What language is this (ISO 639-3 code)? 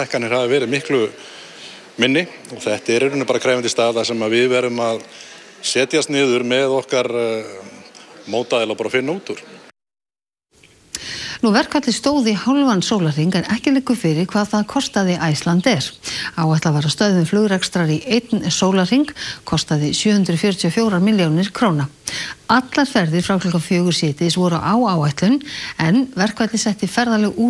isl